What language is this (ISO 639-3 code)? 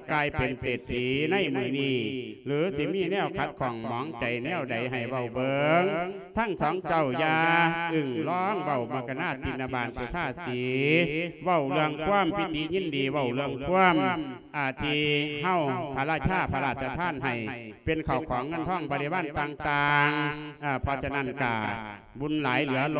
lao